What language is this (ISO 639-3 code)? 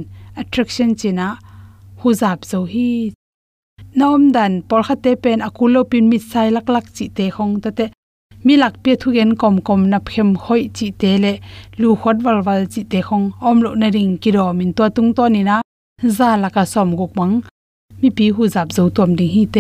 ctd